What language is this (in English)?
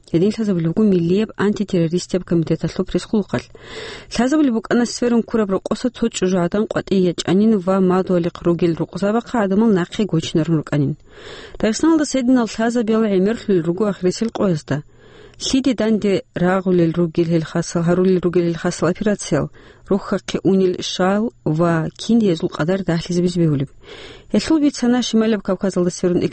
Avaric